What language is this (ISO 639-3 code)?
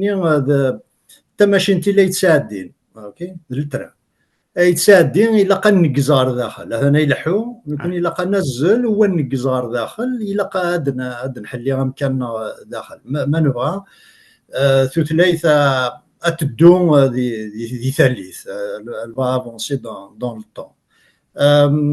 kab